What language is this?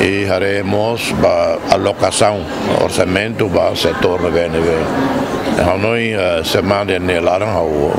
Tetum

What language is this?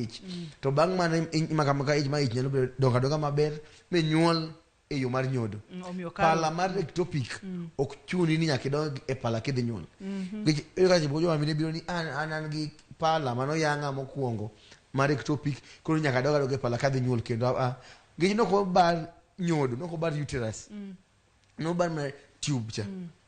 Luo (Kenya and Tanzania)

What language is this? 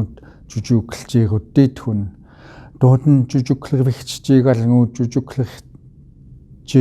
Central Yupik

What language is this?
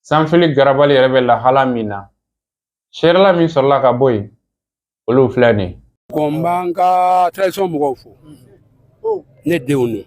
Bambara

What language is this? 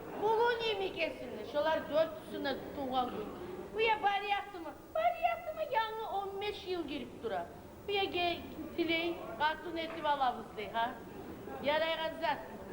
Kumyk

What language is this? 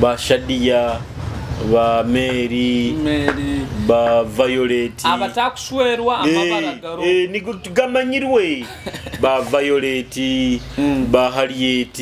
Nyoro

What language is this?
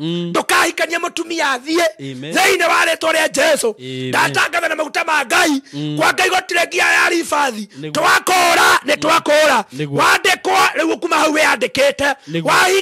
Kikuyu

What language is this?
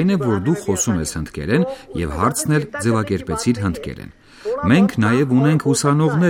Armenian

